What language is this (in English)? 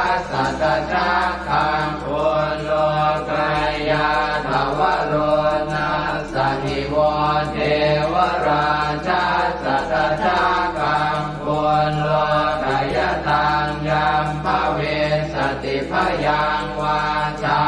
Pali